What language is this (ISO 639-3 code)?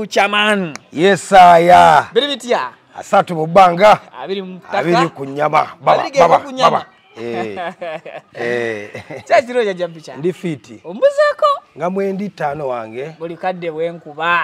lug